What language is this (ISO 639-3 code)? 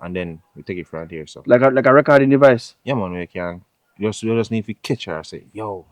jam